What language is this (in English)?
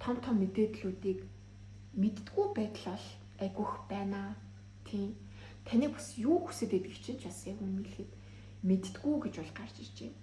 Mongolian